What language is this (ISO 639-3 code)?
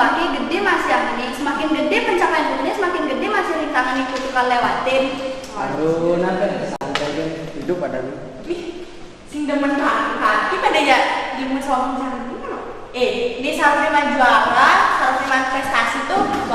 ban